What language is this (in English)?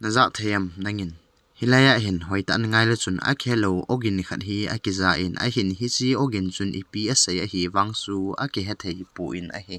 Thado Chin